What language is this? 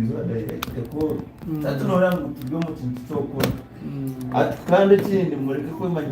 Nyankole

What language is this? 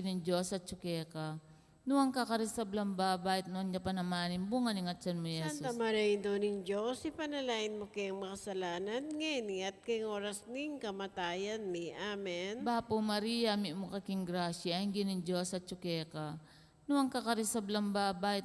Pampanga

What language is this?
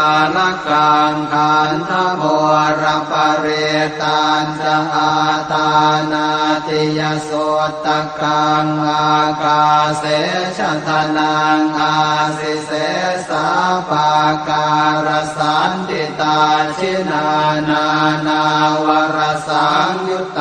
Pali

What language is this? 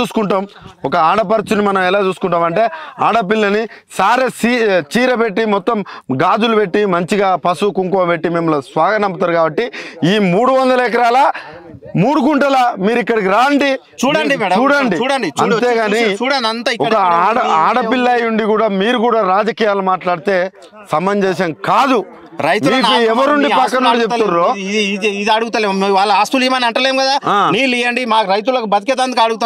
Telugu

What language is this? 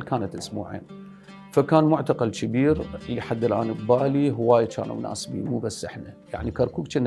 Mesopotamian Arabic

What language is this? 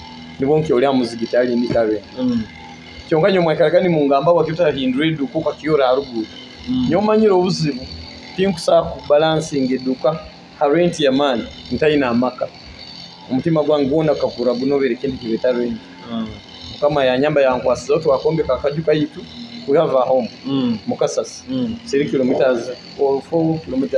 Nyoro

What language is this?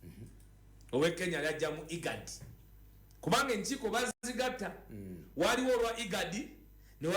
Ganda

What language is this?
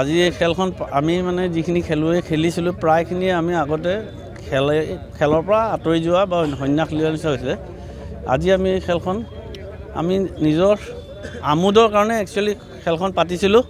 Assamese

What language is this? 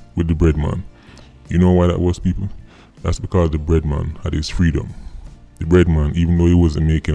Jamaican Creole English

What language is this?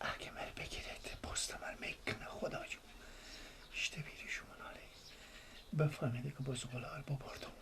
Persian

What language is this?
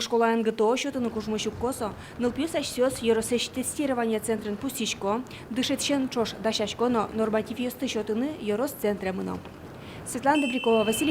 Udmurt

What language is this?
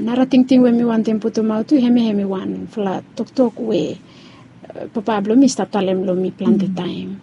Bislama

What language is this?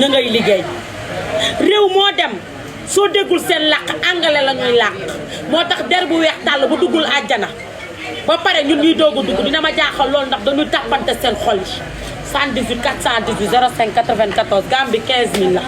Wolof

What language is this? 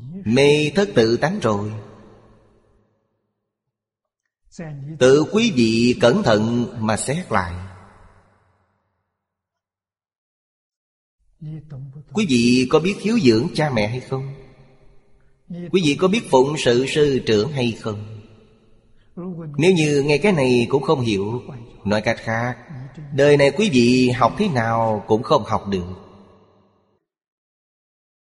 Vietnamese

